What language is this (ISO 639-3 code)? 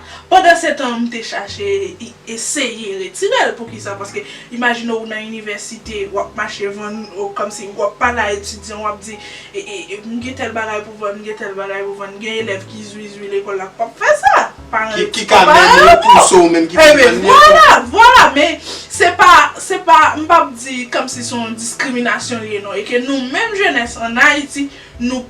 hat